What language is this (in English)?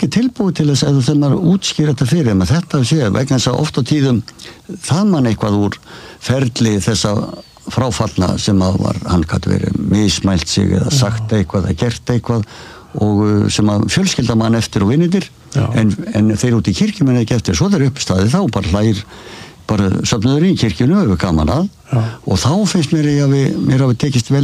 Icelandic